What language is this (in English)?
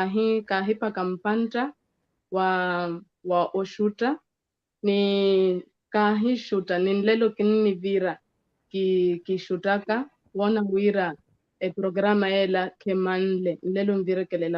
Makhuwa